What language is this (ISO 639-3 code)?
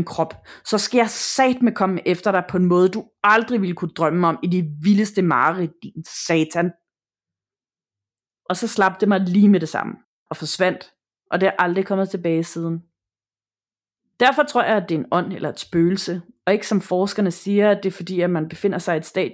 dan